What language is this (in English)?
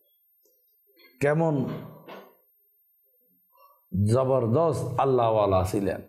Bangla